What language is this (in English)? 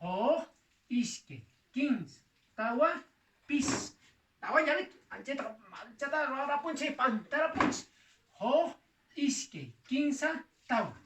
Quechua